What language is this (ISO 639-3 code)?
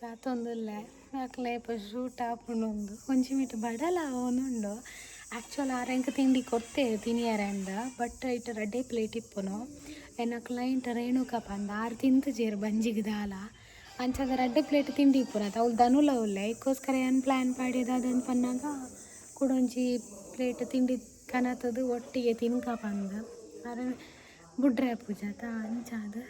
tcy